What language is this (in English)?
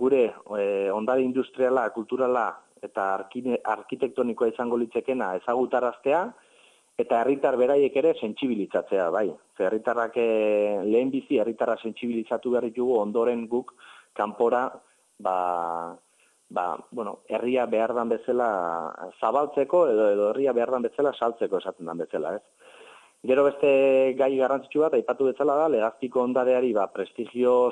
Basque